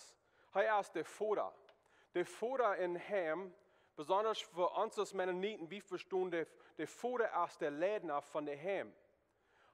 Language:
Plautdietsch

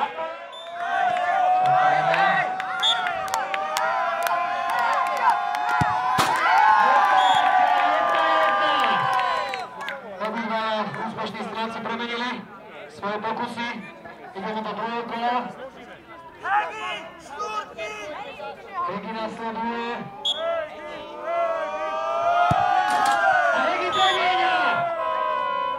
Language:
Slovak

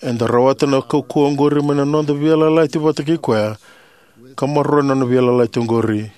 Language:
Fijian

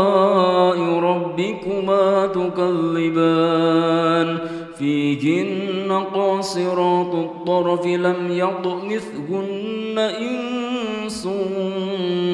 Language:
Arabic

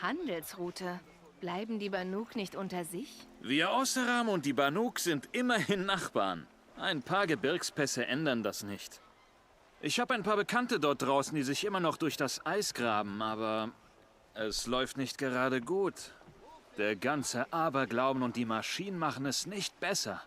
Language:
Bavarian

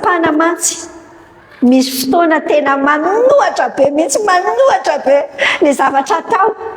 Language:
Malagasy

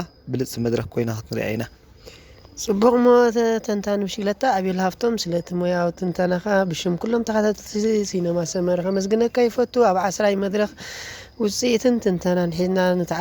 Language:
Tigrinya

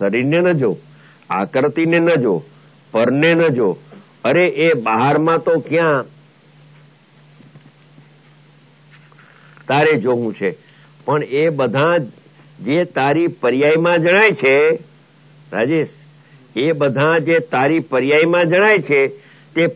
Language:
Gujarati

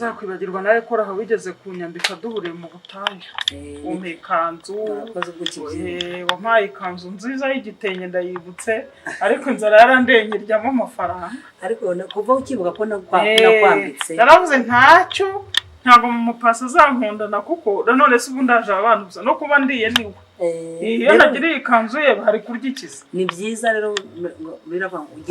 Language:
Kinyarwanda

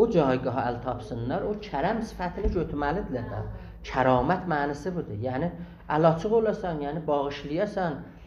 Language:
South Azerbaijani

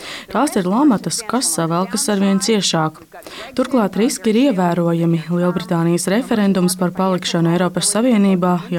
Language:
Latvian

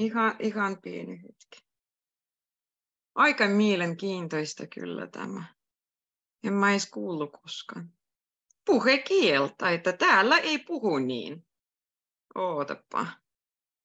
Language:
Finnish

